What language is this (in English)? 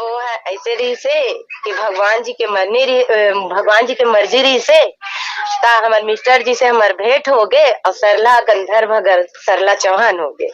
Chhattisgarhi